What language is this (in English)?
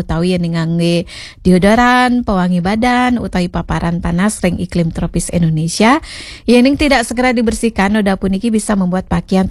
Balinese